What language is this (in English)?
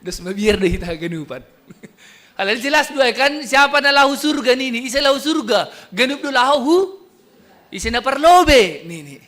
Batak Simalungun